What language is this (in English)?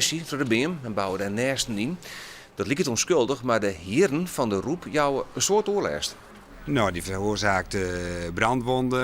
Western Frisian